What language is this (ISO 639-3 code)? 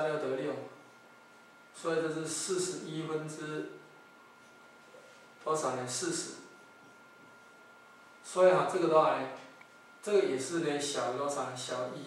zho